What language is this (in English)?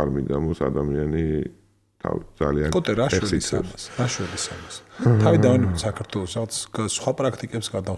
Georgian